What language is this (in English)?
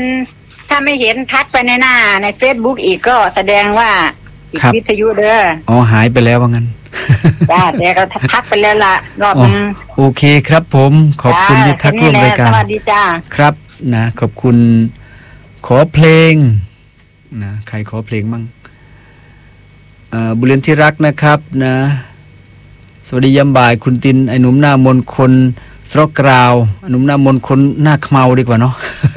Thai